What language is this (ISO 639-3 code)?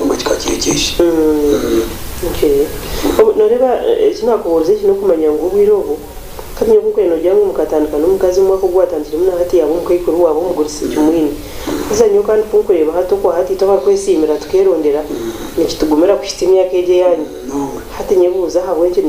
nyn